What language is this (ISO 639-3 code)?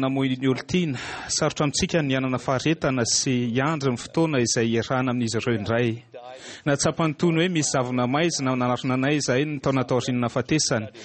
mlg